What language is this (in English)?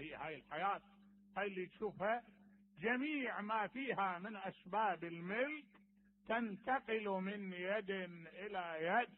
Mesopotamian Arabic